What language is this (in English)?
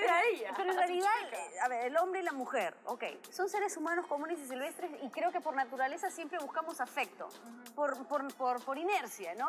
Spanish